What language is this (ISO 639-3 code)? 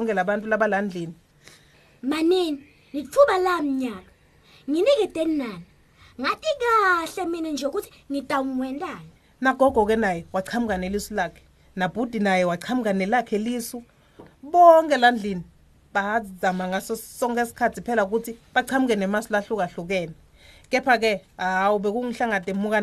ssw